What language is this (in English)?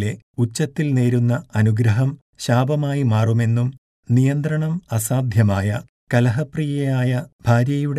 Malayalam